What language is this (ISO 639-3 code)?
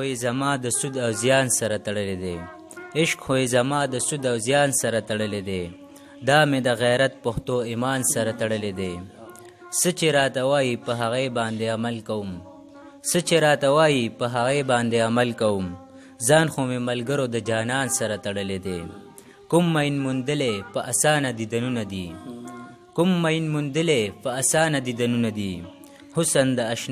pus